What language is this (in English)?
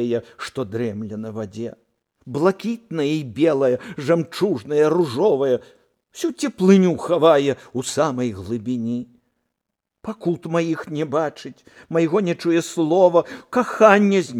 Belarusian